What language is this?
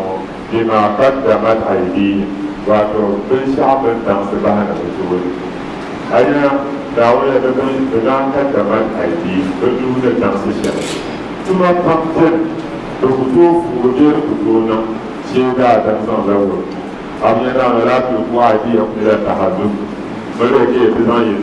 Dagbani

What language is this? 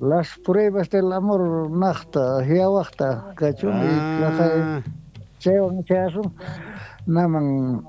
South Bolivian Quechua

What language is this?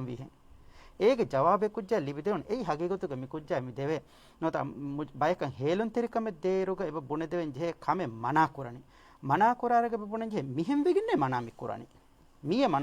Divehi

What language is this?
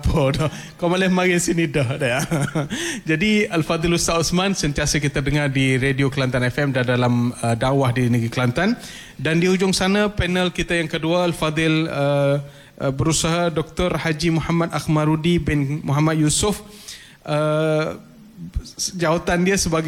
Malay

